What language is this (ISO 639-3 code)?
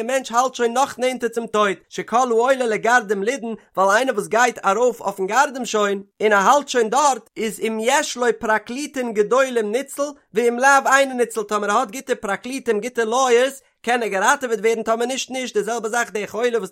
yid